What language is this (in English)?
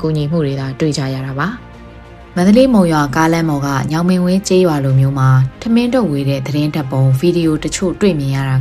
Burmese